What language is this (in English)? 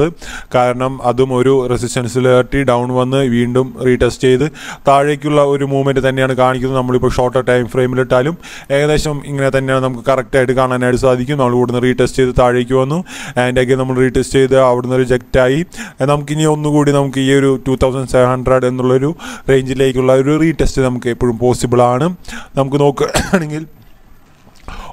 Malayalam